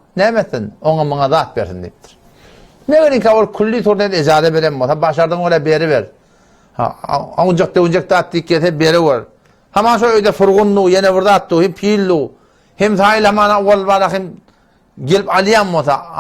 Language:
Turkmen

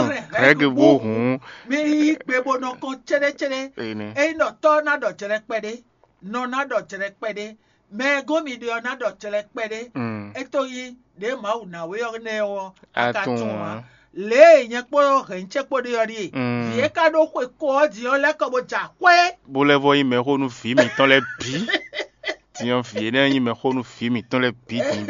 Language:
Fon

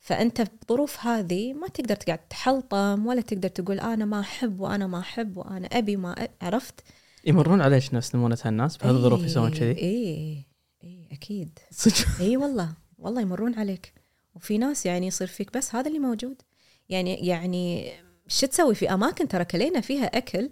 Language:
Gulf Arabic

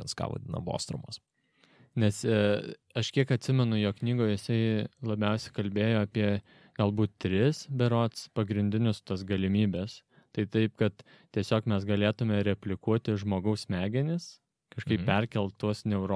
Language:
Lithuanian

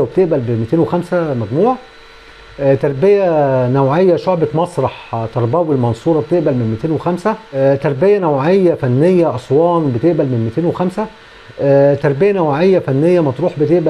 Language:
Egyptian Arabic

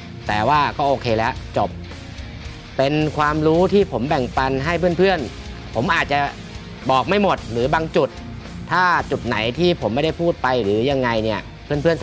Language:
Thai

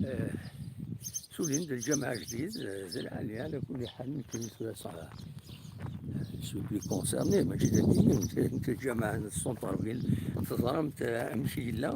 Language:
Kabyle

